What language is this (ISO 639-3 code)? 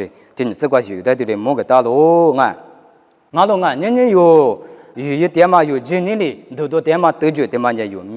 lis